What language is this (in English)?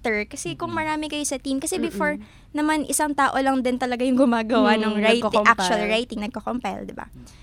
Filipino